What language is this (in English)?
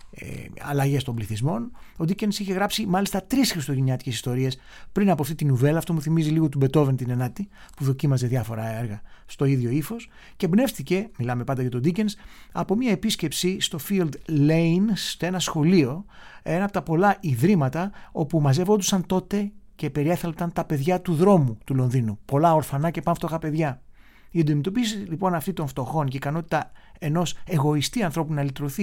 Greek